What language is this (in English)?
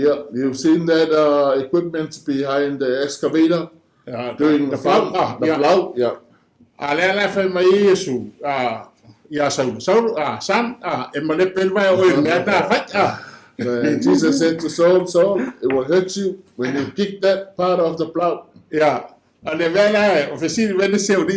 Samoan